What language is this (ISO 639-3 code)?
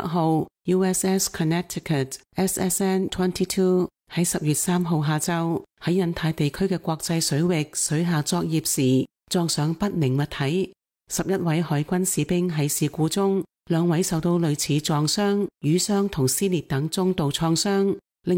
yue